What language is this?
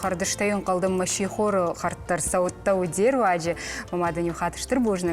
Ossetic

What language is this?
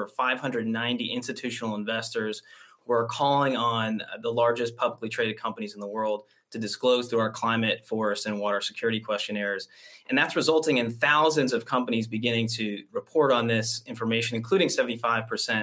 English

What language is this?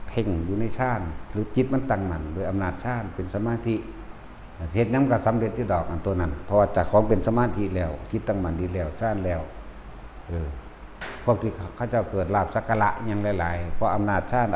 Northeastern Thai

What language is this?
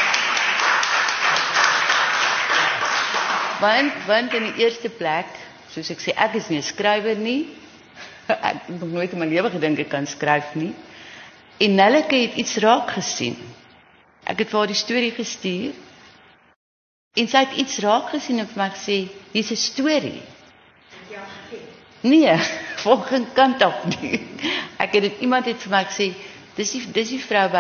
Afrikaans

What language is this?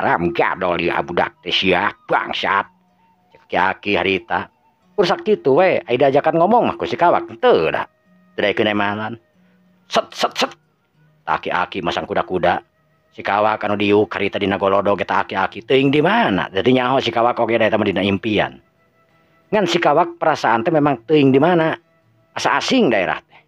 Sundanese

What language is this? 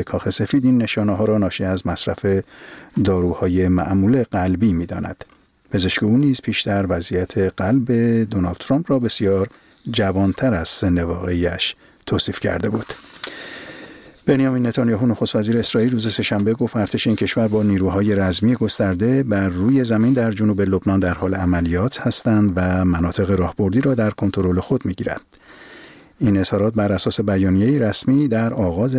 Persian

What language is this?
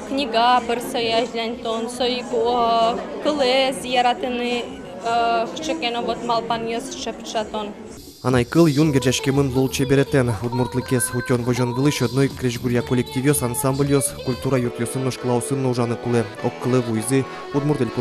Udmurt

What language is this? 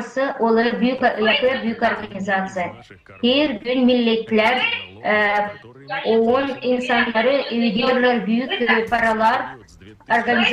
Gagauz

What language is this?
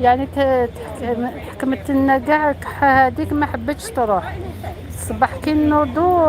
Algerian Arabic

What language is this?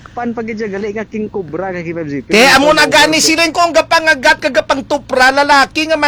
Hiligaynon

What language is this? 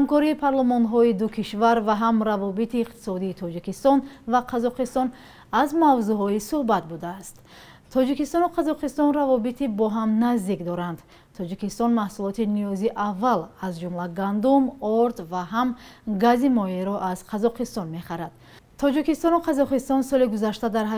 Tajik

